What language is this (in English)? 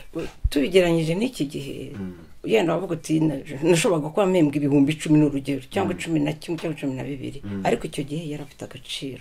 Kinyarwanda